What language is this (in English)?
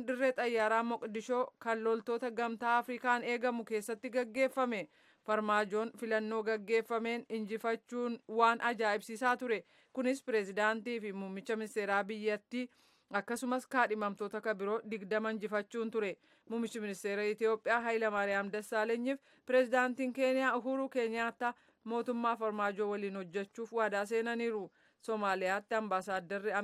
Oromo